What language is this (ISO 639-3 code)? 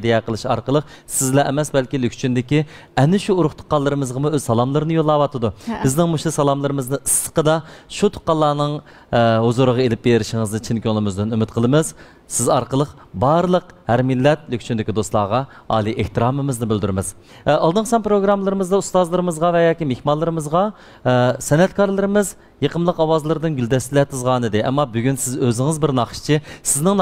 uig